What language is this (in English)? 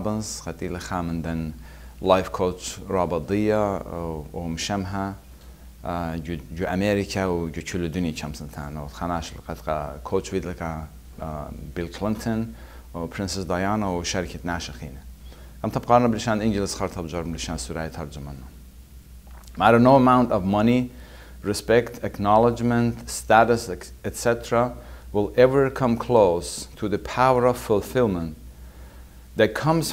Assyrian Neo-Aramaic